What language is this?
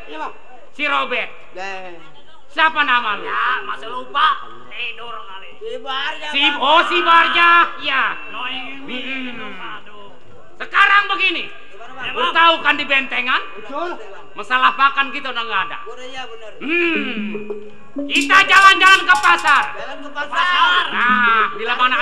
Betawi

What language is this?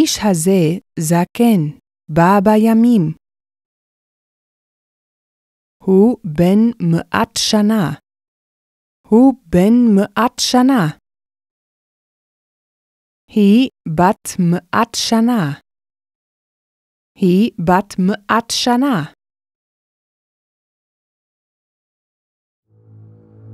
Hebrew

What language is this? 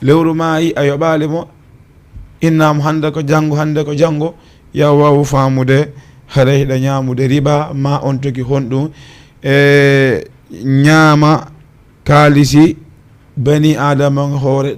Fula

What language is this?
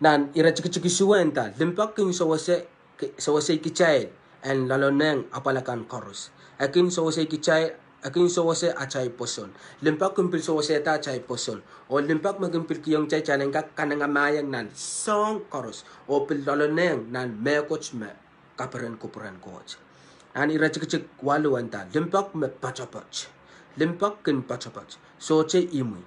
Pohnpeian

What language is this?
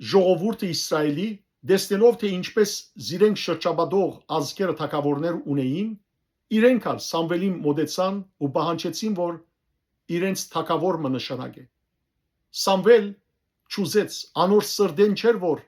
Western Armenian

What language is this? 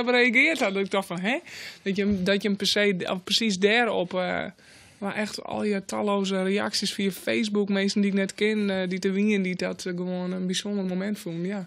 Western Frisian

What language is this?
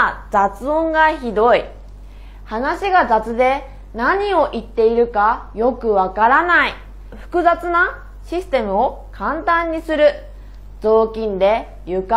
Japanese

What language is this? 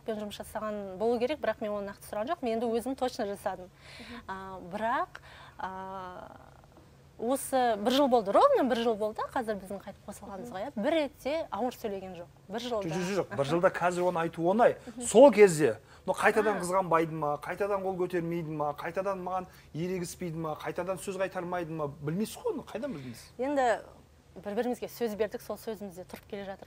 Kazakh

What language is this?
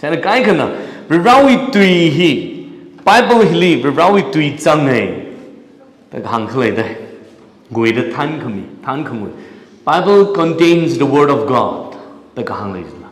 Tangkhul Naga (India)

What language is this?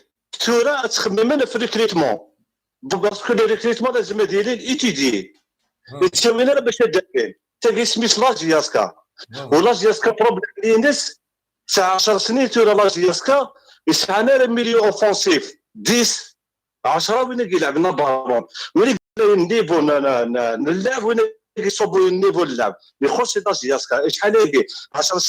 Kabyle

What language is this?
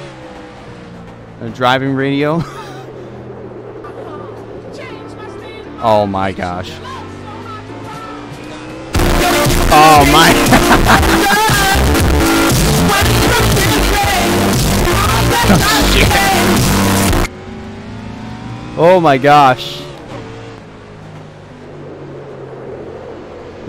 English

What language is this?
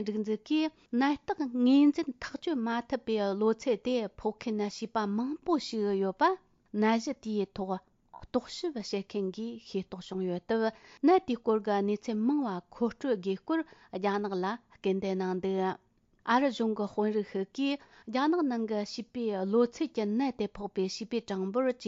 Tibetan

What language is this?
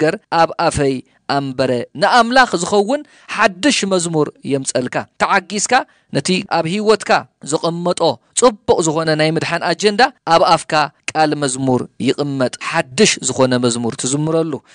Tigrinya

